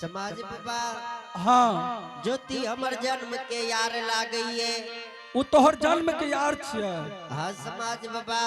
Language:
Angika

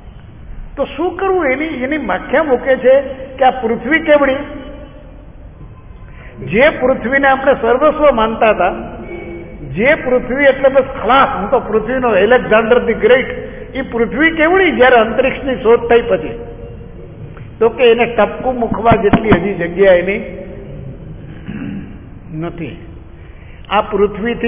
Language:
Gujarati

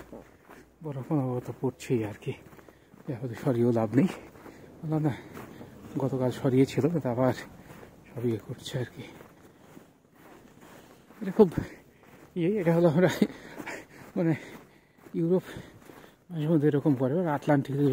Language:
Bangla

